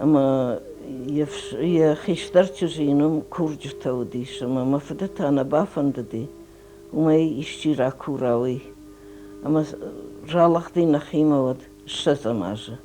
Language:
Ossetic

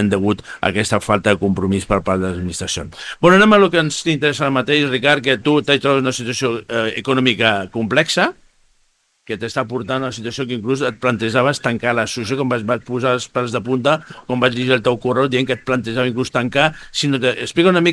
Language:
Catalan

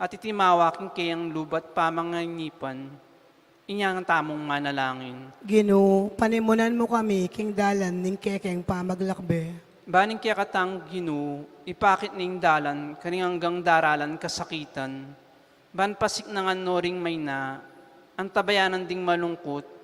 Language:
Pampanga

